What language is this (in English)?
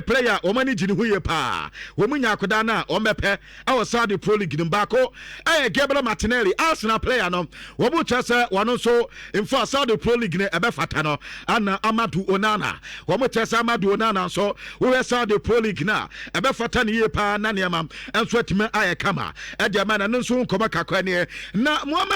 Akan